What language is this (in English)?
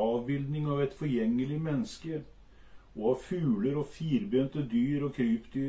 Norwegian